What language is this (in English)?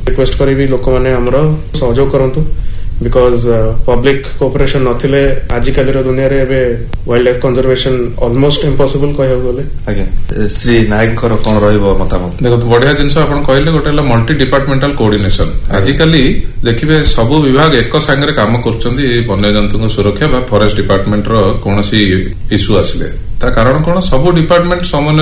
Odia